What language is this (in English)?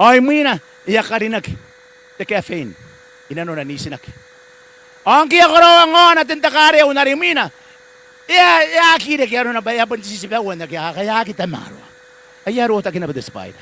Gilbertese